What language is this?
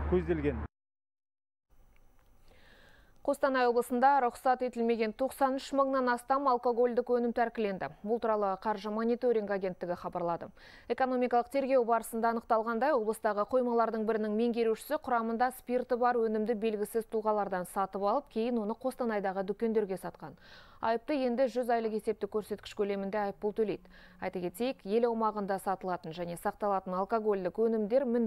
Kazakh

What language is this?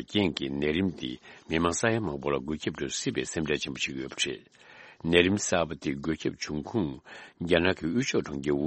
Tibetan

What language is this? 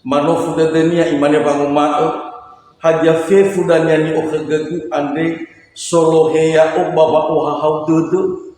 Nias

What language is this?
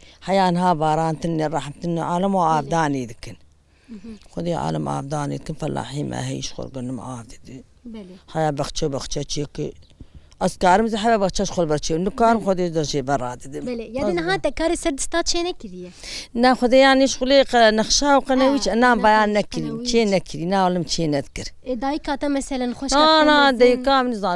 Kurdish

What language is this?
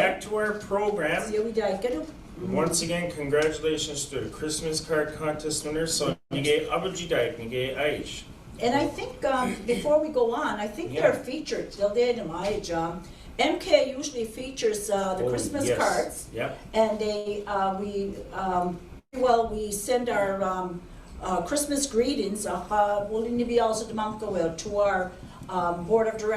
Mi'kmaw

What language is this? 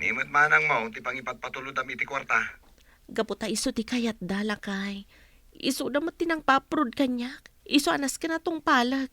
Iloko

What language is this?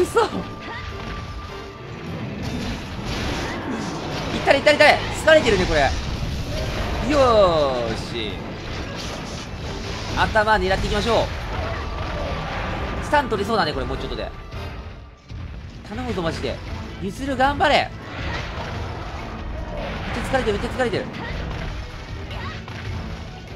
Japanese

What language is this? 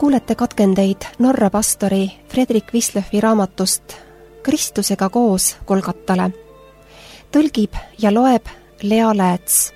Estonian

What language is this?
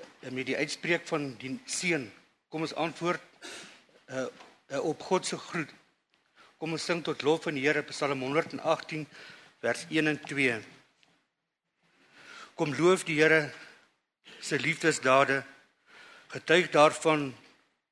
Afrikaans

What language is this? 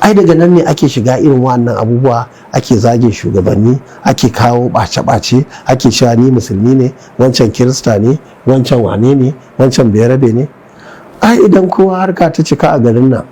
Hausa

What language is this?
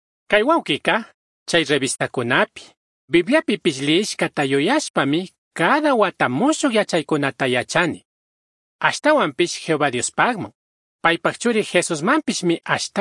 Chimborazo Highland Quichua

